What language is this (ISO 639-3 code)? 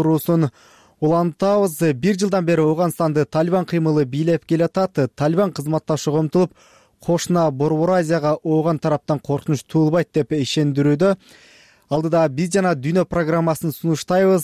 kir